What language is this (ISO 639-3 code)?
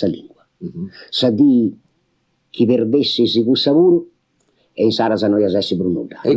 srd